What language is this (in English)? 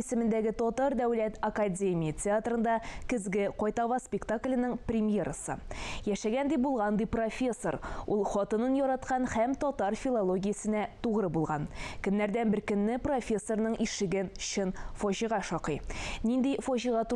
Tatar